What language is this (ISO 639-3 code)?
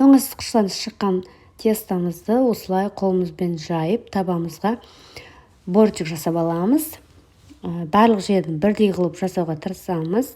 kaz